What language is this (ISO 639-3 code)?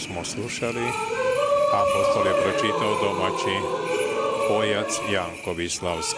rue